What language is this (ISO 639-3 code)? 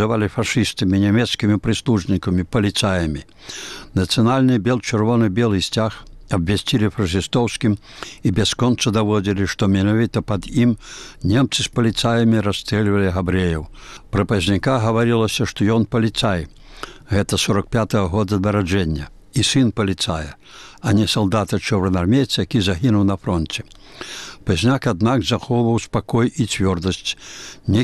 bel